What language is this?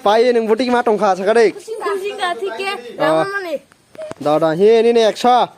Kok Borok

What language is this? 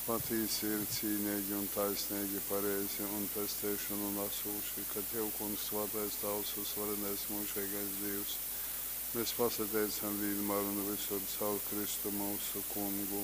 Latgalian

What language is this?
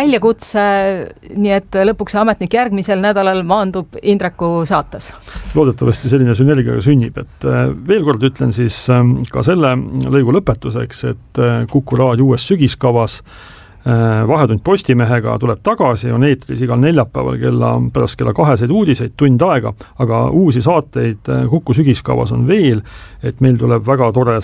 Estonian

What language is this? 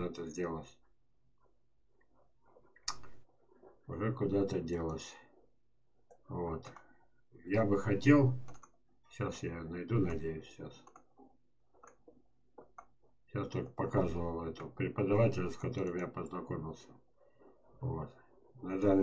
Russian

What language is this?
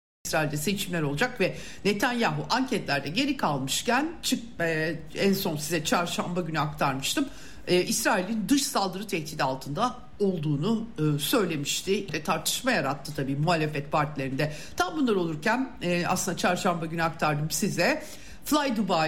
Turkish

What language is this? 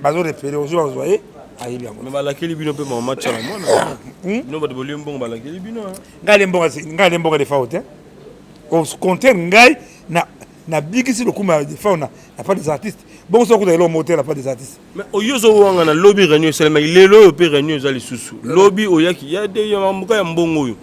Lingala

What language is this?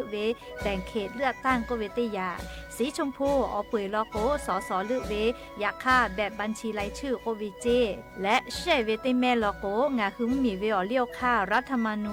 Lahu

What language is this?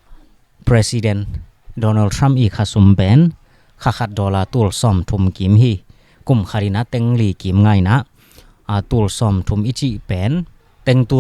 Tedim Chin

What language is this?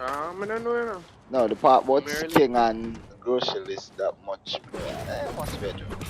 Jamaican Creole English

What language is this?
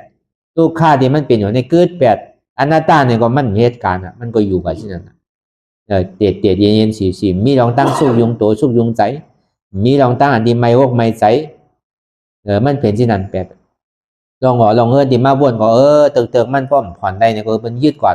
Shan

